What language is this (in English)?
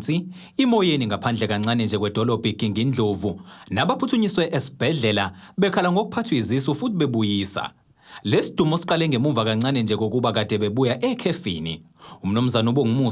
Zulu